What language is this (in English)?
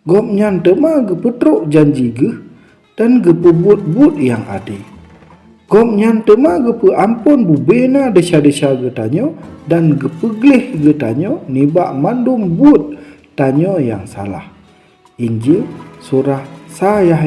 Achinese